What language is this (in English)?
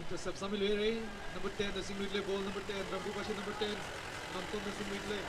Tangkhul Naga (India)